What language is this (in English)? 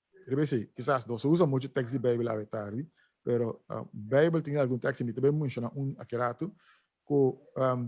Papiamento